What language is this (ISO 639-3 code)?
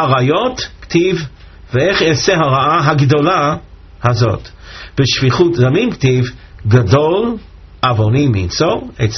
heb